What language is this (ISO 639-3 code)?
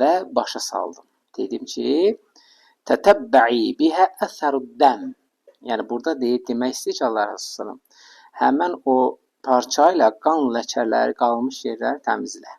aze